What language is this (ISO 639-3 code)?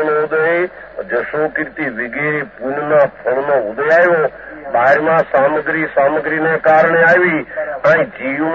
guj